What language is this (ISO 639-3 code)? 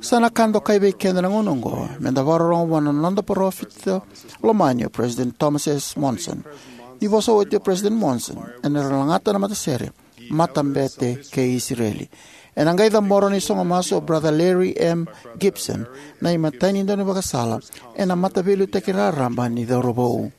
fij